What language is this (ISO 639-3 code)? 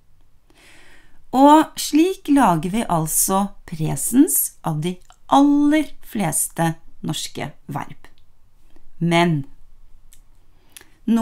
nor